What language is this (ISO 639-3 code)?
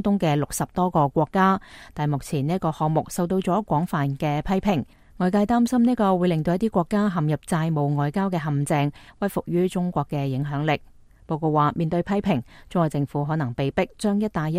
yue